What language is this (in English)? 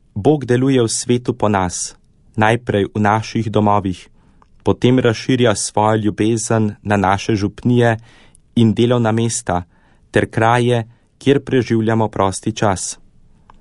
Slovenian